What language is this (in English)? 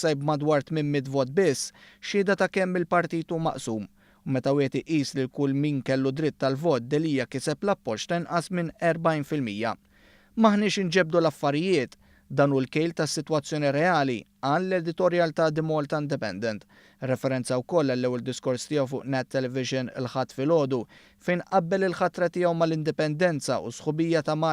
Maltese